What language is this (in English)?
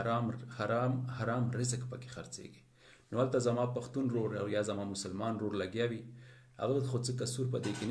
Pashto